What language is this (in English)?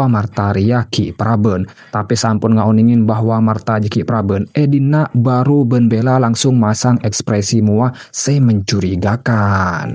Madurese